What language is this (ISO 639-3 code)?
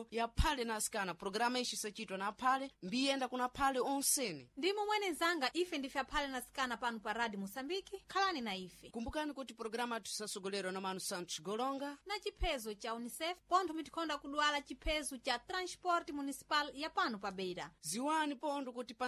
seh